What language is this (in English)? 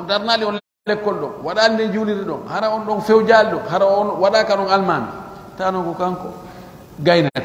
Pular